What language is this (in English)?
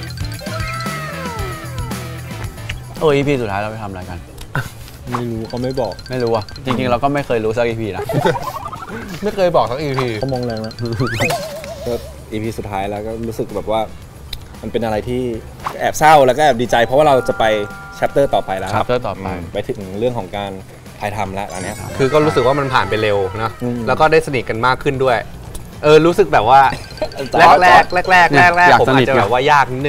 Thai